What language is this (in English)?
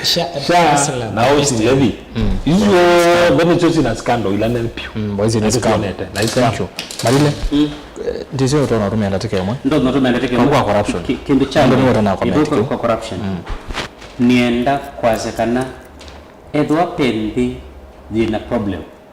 Kamba